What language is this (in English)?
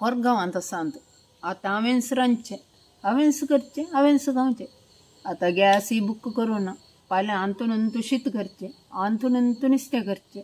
Konkani